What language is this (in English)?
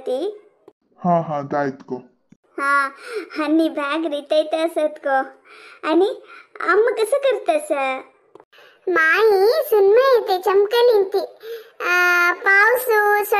Konkani